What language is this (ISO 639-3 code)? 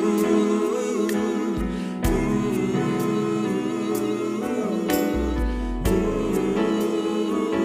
bts